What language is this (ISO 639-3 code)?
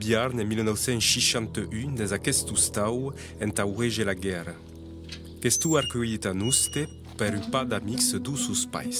oci